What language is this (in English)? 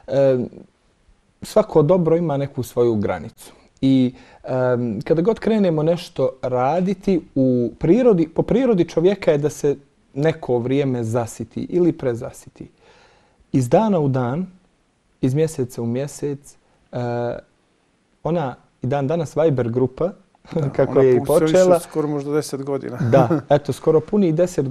Bosnian